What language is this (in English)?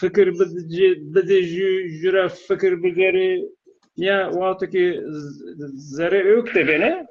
Zaza